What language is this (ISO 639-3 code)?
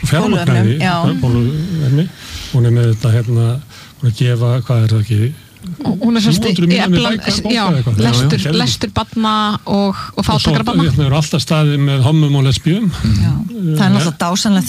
isl